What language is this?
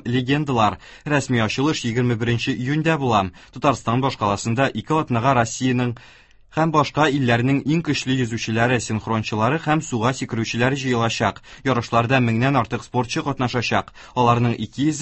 Tatar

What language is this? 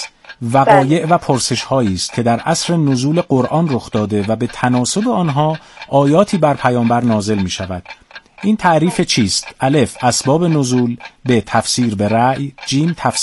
Persian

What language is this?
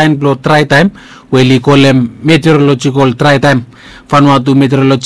Bislama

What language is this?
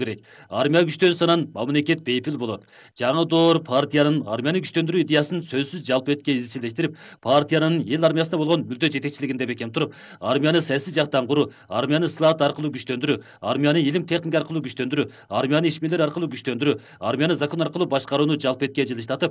Kyrgyz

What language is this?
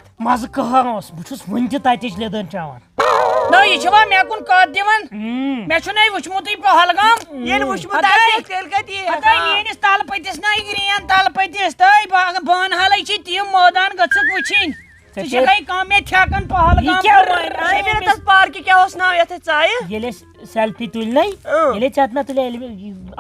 Kashmiri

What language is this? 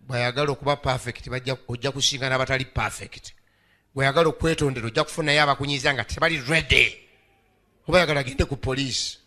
Ganda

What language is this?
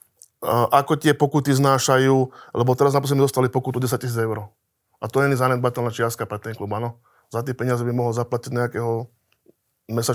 Slovak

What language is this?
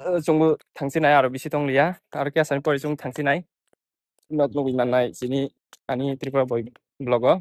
Kok Borok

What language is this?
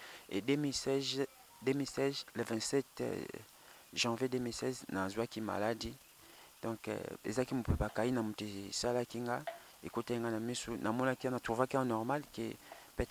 Lingala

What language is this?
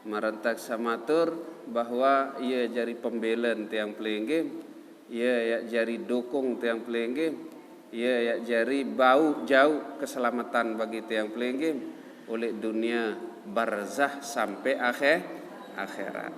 Sasak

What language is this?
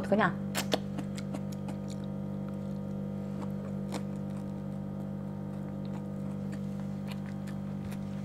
Korean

